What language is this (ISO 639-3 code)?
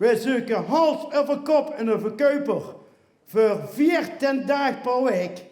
lim